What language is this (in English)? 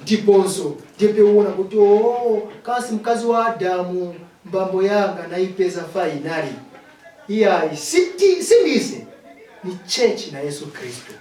Nyanja